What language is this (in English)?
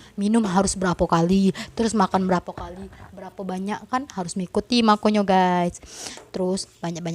Musi